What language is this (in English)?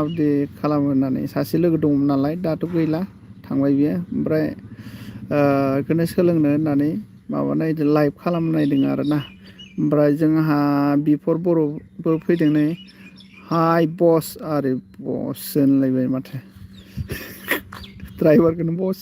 Bodo